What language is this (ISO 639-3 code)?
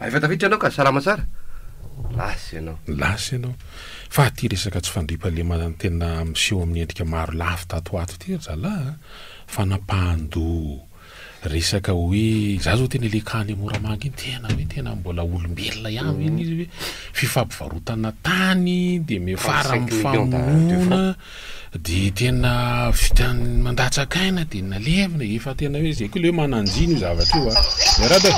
mlg